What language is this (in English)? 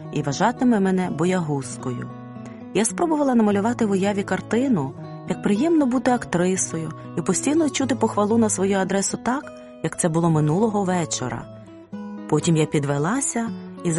Ukrainian